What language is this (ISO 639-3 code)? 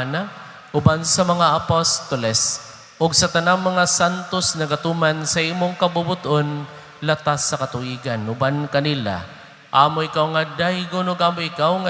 ceb